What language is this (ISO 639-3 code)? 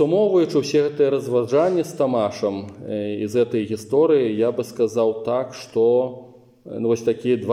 bel